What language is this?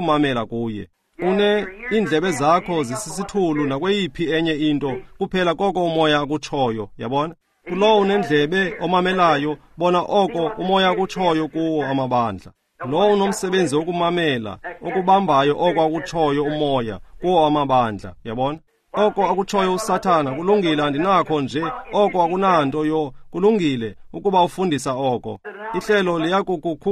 Xhosa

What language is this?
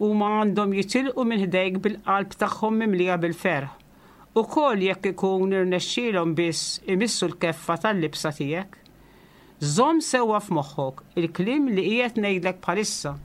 Maltese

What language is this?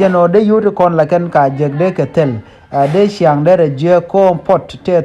Nuer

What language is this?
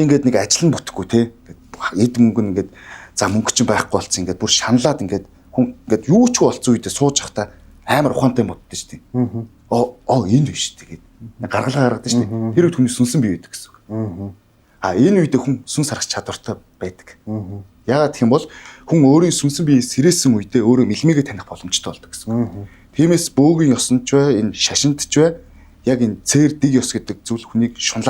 Mongolian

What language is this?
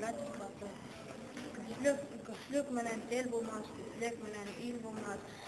Bashkir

